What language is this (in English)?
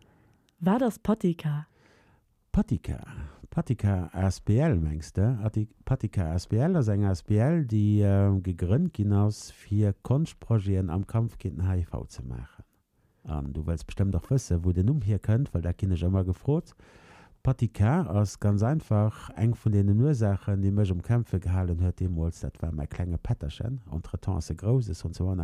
Luxembourgish